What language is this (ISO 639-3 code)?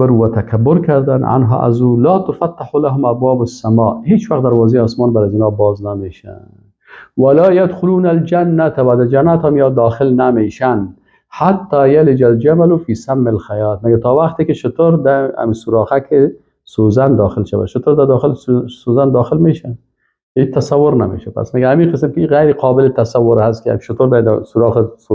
fas